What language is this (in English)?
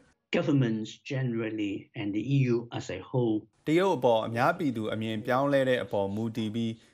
Burmese